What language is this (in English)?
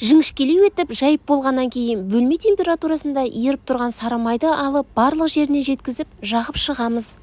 Kazakh